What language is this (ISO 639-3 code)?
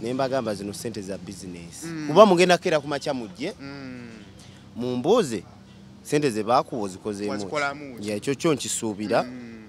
lug